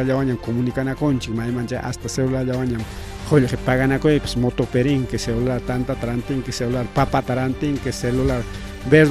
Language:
Ayacucho Quechua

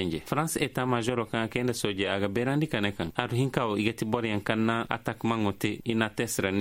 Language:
Koyraboro Senni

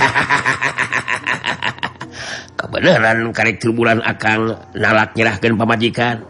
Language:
Sundanese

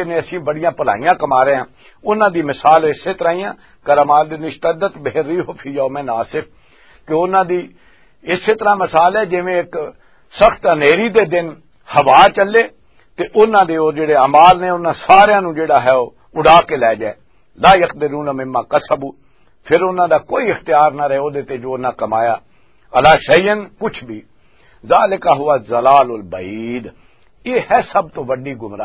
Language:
Western Panjabi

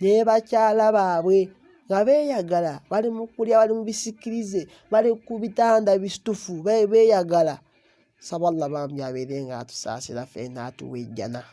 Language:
Ganda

